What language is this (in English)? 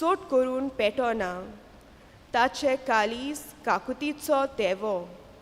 Konkani